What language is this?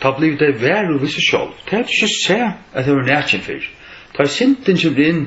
Faroese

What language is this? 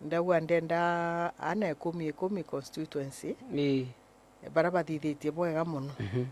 Meru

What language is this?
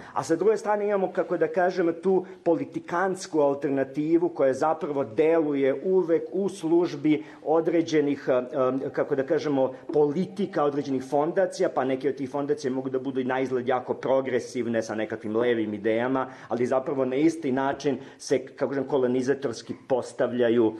Serbian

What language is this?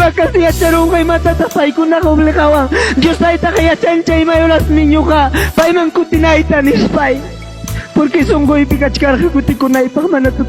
Ayacucho Quechua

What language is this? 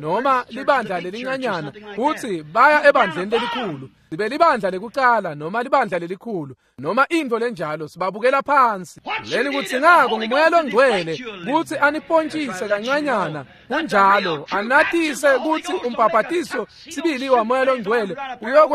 Swati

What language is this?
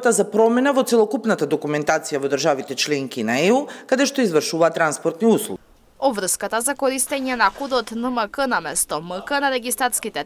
Macedonian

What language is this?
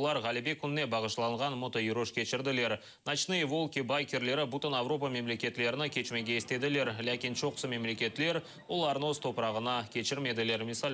Crimean Tatar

